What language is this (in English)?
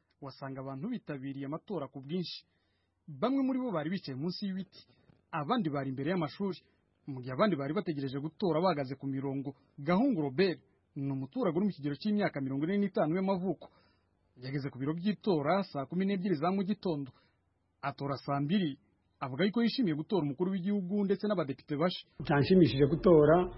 Kinyarwanda